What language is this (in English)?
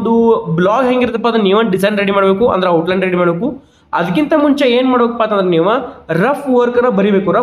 Kannada